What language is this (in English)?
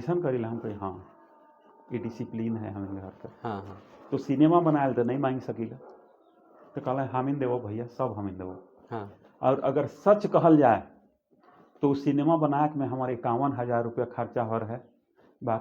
Sadri